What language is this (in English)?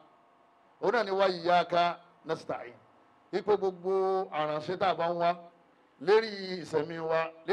Yoruba